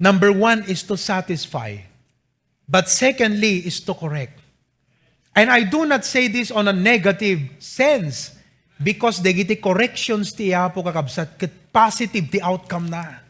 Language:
Iloko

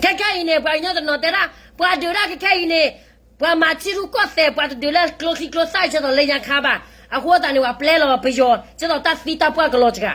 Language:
S'gaw Karen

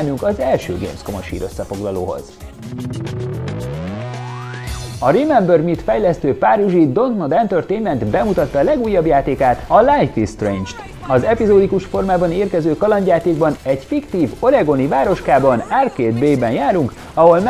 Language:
Hungarian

